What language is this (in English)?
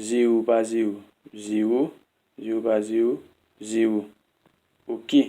Haitian Creole